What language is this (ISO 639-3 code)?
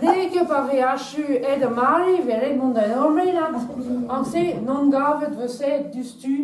bre